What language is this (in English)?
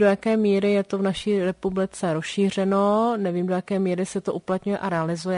Czech